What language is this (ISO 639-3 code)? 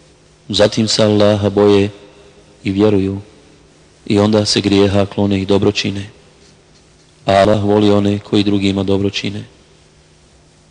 bos